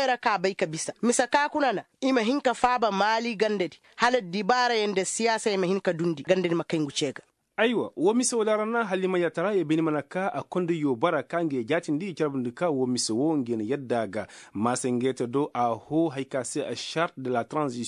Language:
Koyraboro Senni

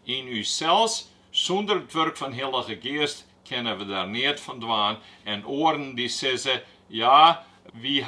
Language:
Western Frisian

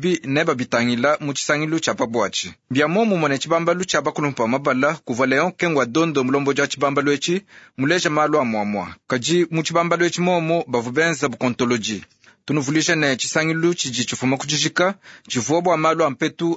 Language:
Luba-Lulua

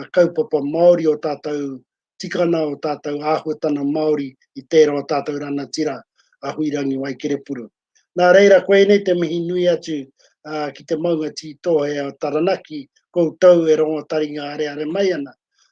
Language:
Māori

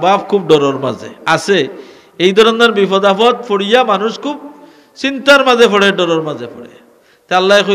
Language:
Sylheti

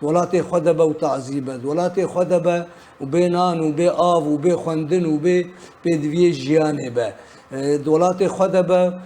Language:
Kurdish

